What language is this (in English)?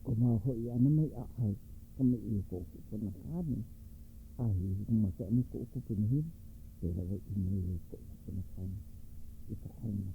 Hawaiian